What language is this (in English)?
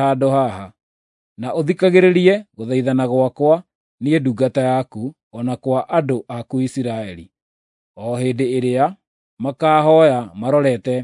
Kikuyu